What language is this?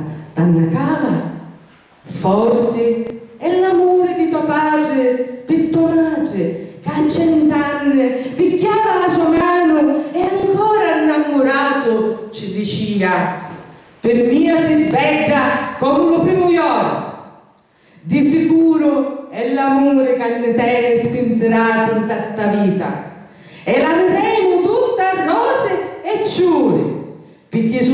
Sicilian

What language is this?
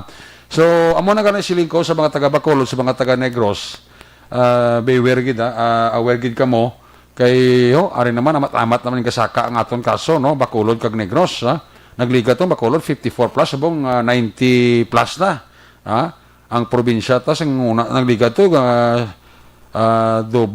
Hiligaynon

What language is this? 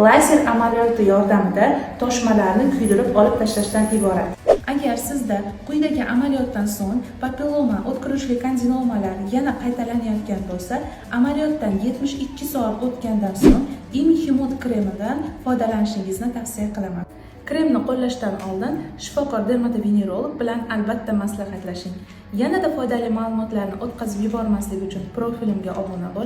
Uzbek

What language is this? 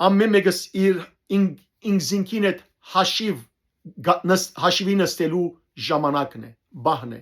Western Armenian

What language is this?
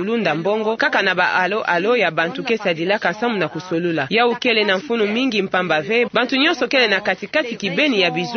Kituba (Democratic Republic of Congo)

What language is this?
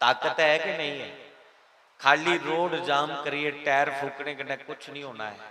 Dogri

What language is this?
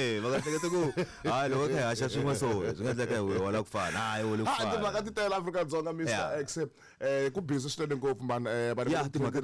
Tsonga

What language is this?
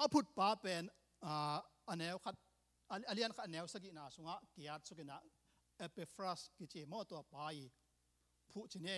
Tedim Chin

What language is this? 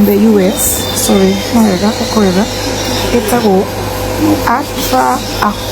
Kikuyu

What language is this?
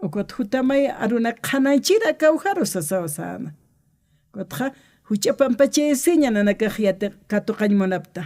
Aymara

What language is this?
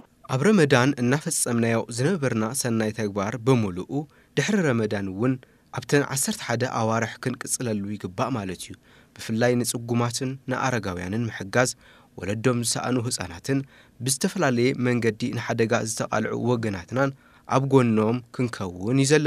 Tigrinya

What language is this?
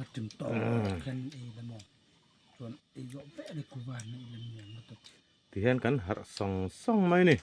Mizo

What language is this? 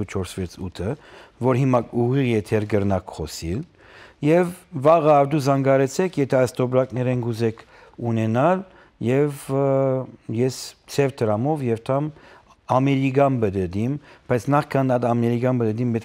Armenian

